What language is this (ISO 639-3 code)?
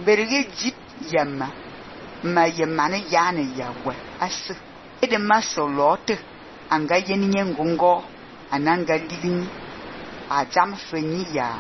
fan